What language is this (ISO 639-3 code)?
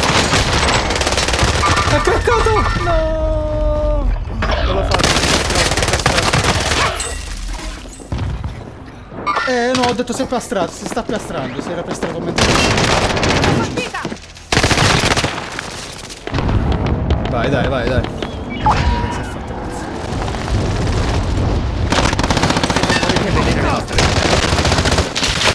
ita